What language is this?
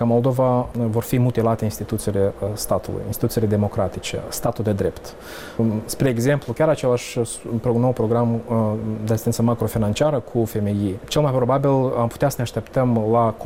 Romanian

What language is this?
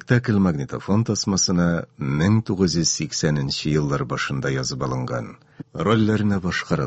Tatar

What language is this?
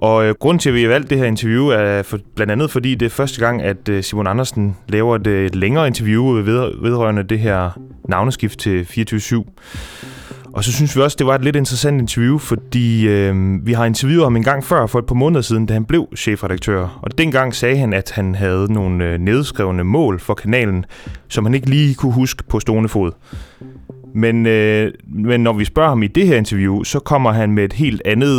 Danish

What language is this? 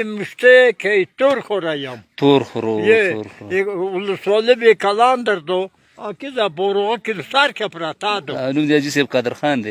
Pashto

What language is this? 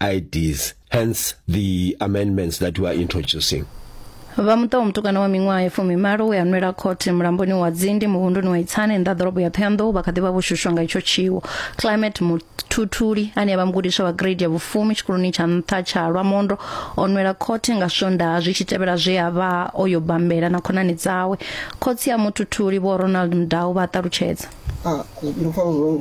Venda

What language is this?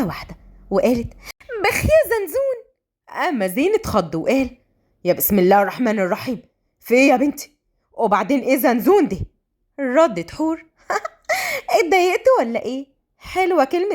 Egyptian Arabic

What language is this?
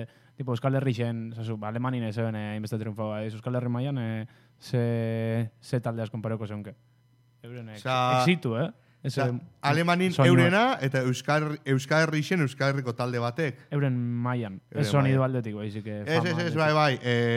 Basque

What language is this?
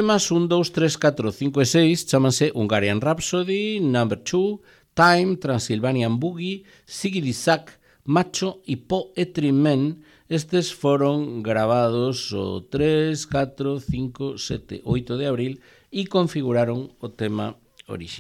Galician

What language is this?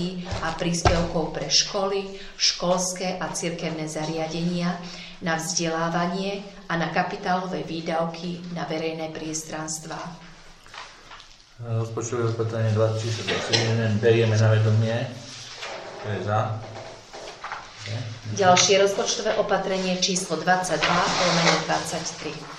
Slovak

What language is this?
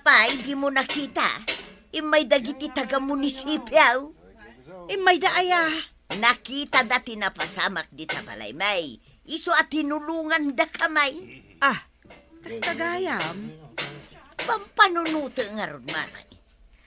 Iloko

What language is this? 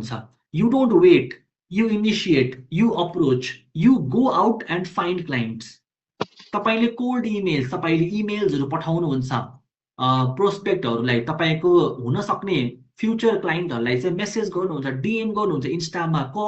Nepali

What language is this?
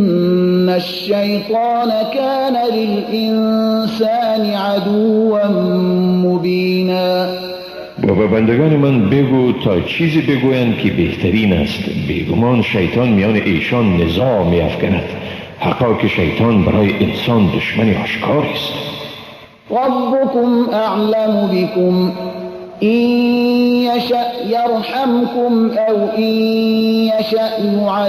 Persian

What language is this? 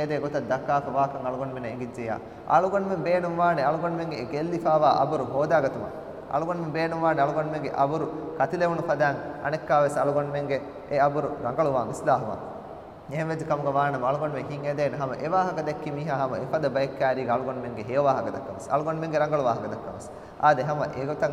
Divehi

